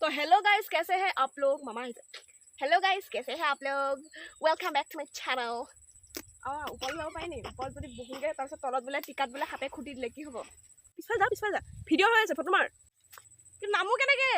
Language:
Assamese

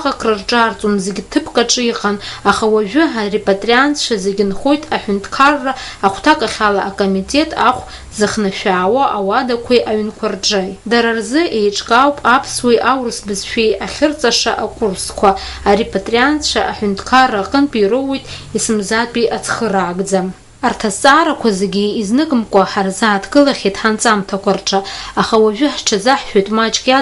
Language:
Abkhazian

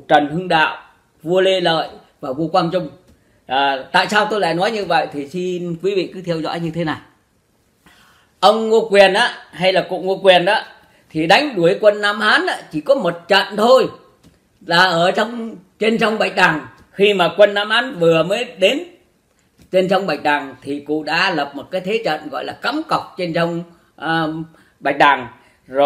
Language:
Vietnamese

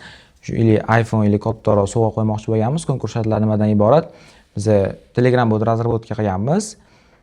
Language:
Uzbek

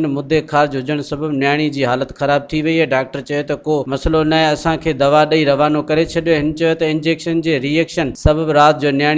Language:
Sindhi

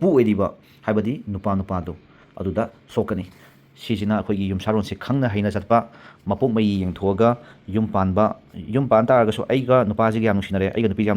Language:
Manipuri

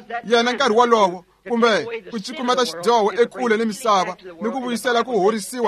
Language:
Tsonga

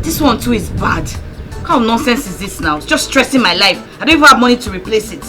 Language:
Nigerian Pidgin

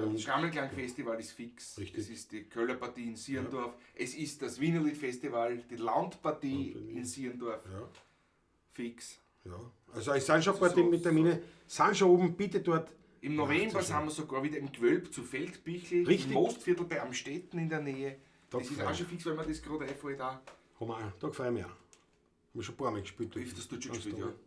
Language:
Bavarian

